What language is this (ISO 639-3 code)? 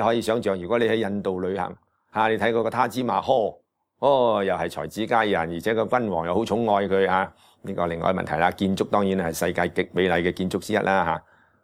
yue